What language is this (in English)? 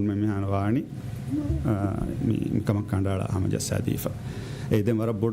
Divehi